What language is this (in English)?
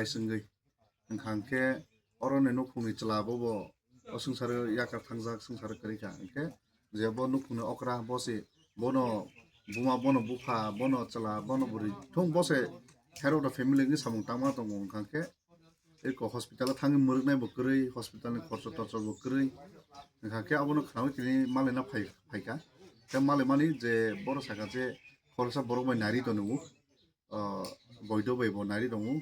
Kok Borok